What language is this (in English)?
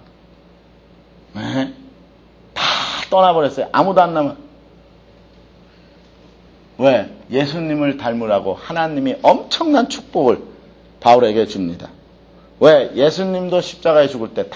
Korean